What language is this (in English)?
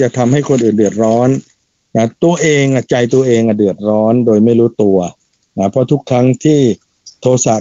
Thai